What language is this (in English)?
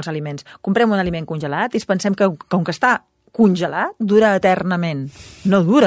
Catalan